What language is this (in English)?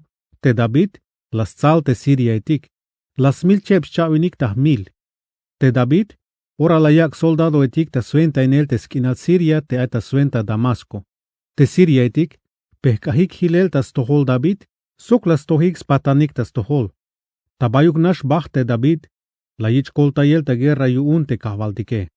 Tzeltal